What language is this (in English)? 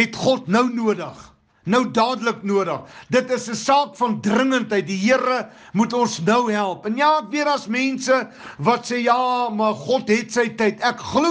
Afrikaans